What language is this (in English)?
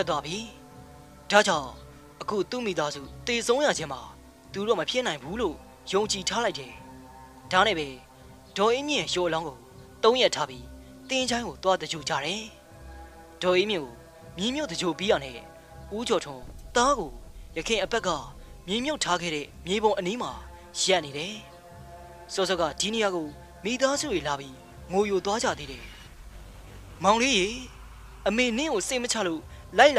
Burmese